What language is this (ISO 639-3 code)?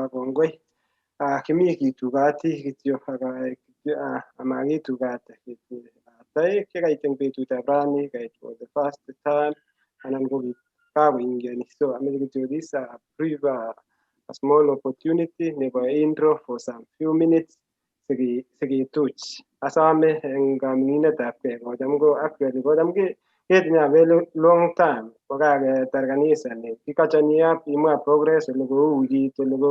kln